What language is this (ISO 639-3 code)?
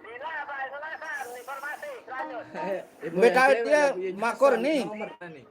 sas